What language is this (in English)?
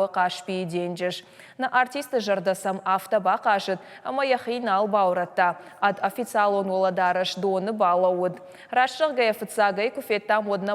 Ossetic